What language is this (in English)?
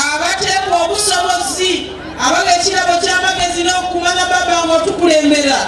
Soga